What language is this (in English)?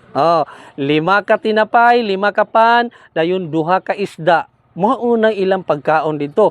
Cebuano